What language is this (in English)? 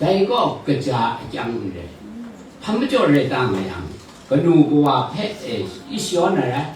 Kachin